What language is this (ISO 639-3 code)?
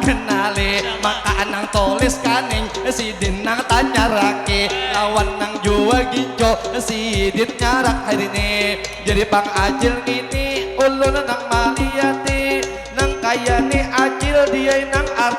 bjn